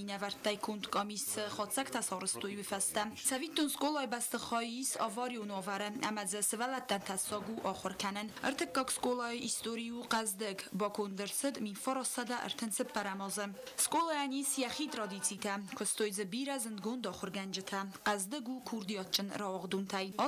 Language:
Ossetic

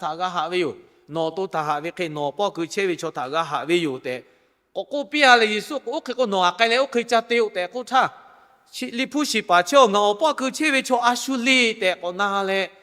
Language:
Lahu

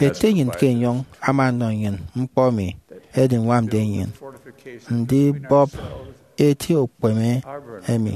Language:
Efik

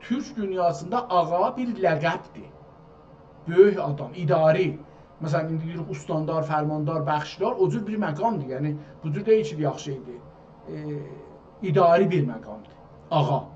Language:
South Azerbaijani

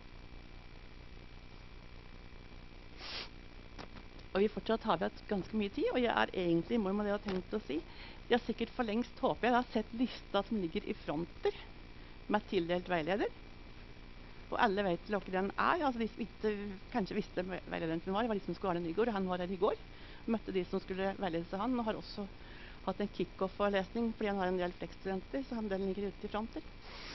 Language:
Norwegian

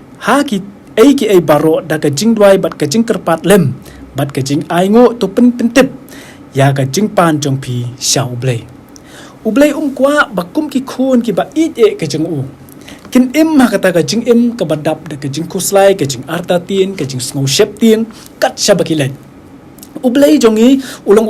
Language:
Khasi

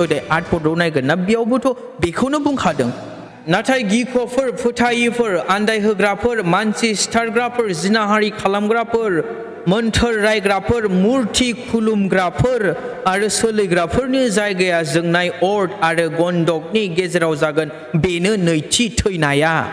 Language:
Bodo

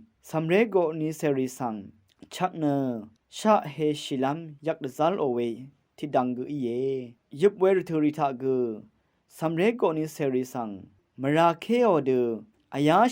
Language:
Rawang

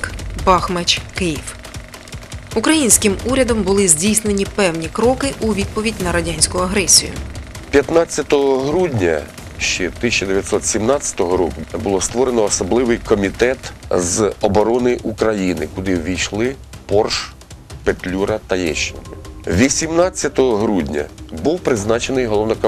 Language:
Ukrainian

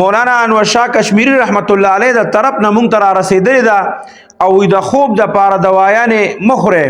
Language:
Pashto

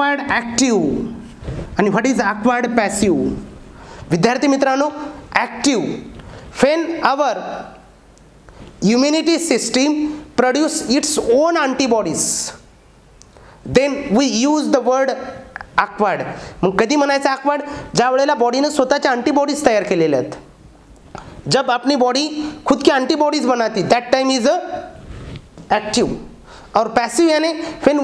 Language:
Marathi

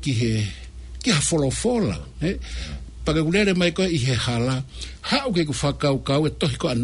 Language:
Tongan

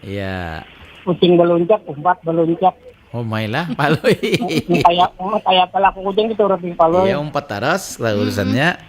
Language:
Banjar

